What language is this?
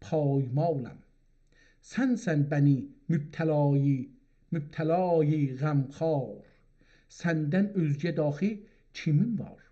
South Azerbaijani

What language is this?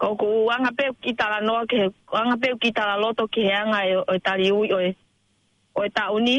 Tongan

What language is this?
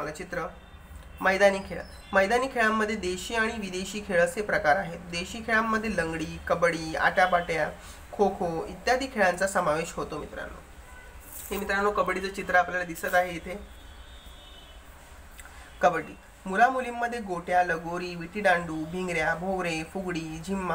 Marathi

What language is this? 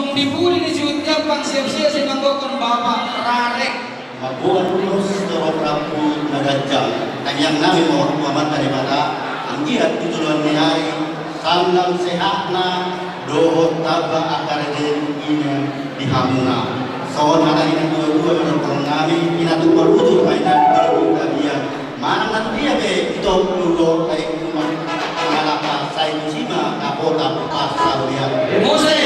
Batak Toba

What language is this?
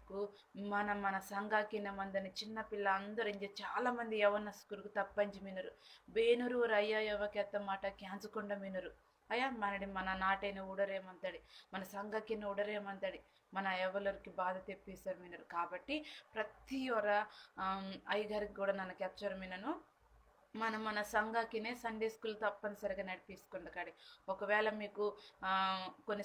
Koya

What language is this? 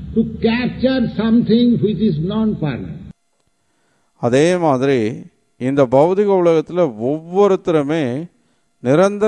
Tamil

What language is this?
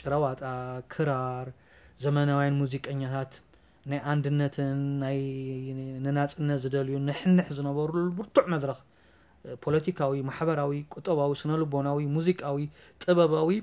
Tigrinya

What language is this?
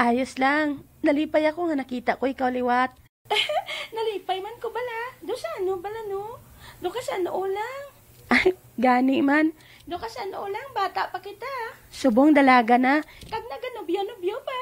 Hiligaynon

